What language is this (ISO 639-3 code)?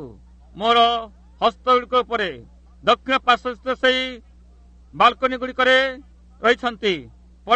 ori